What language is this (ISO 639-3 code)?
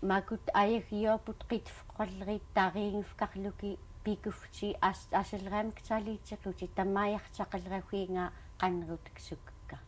esu